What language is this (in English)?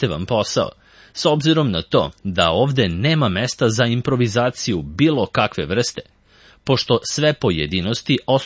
Serbian